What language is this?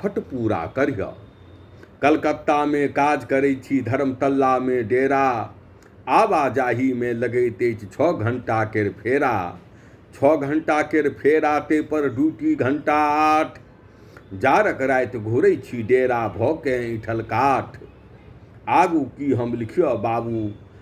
Maithili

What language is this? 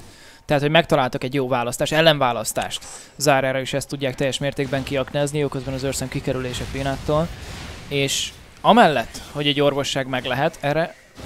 Hungarian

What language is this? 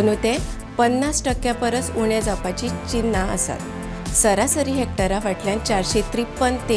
Konkani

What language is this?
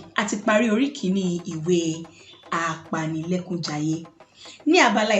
Yoruba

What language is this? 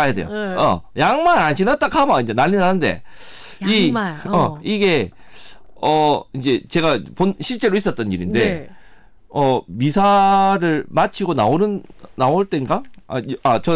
Korean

